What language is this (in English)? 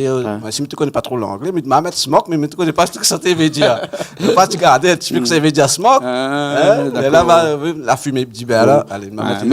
Réunion Creole French